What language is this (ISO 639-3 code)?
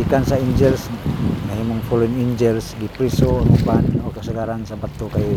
ceb